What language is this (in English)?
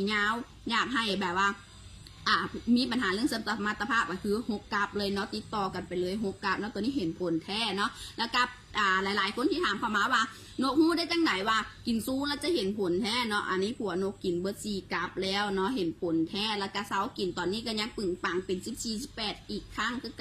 Lao